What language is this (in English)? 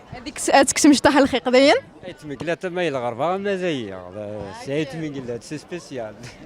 Kabyle